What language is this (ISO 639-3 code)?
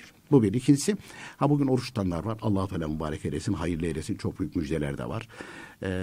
tur